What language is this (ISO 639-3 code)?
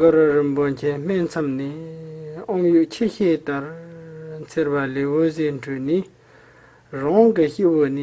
bod